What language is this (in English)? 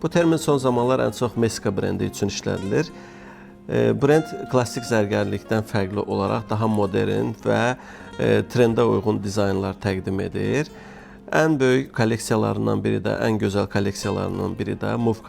Azerbaijani